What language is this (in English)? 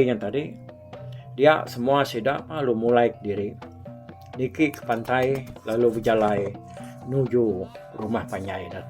Iban